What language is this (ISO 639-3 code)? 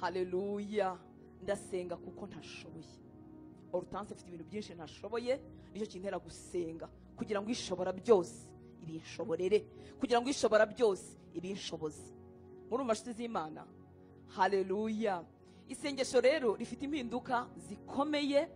kin